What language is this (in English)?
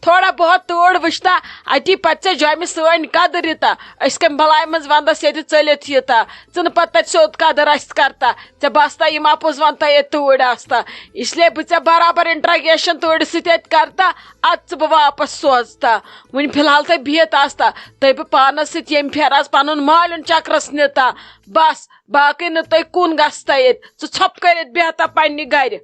Kashmiri